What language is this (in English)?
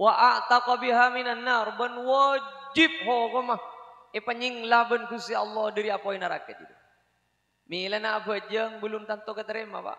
Madurese